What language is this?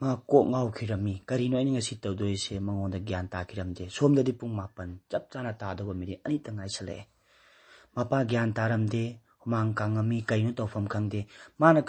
Manipuri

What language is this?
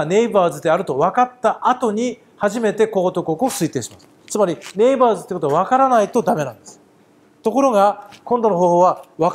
Japanese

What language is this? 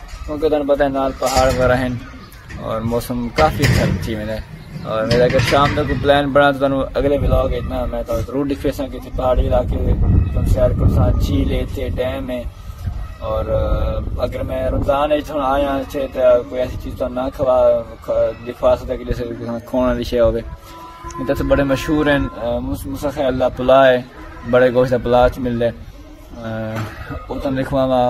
Saraiki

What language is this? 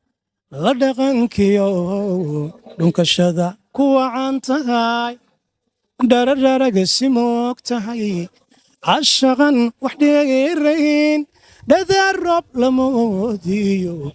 Somali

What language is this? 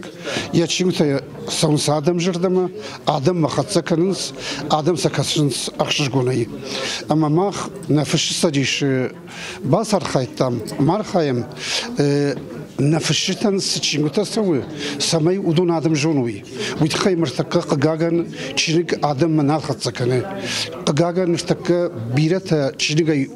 Ossetic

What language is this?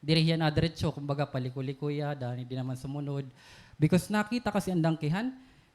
Waray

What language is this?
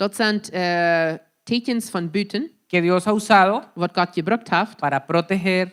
Plautdietsch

